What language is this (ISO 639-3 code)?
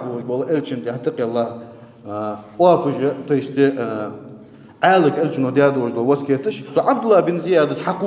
inh